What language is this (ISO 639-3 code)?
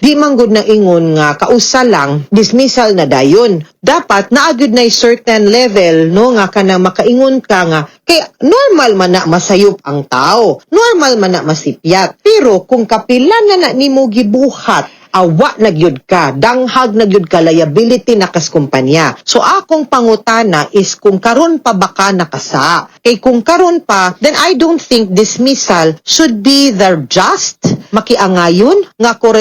ceb